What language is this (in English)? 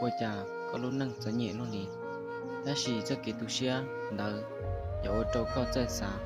Hmong